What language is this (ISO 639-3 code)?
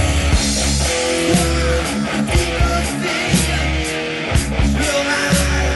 fra